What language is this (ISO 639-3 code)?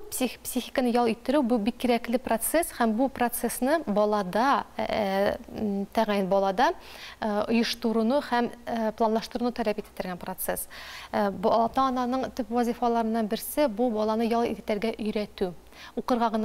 tat